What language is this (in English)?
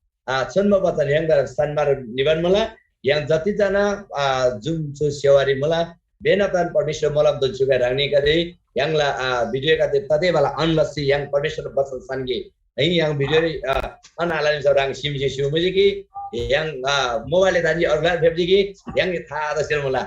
Eastern Tamang